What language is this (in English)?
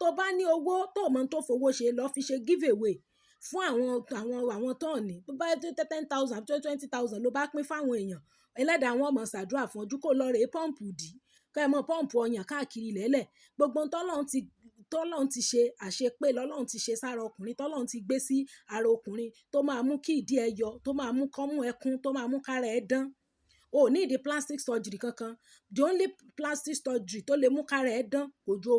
Yoruba